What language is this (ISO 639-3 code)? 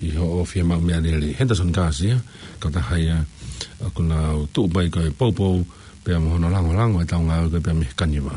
ton